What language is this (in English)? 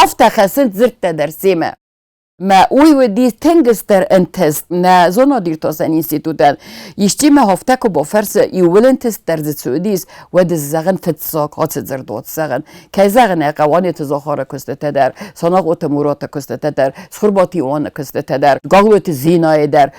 Ossetic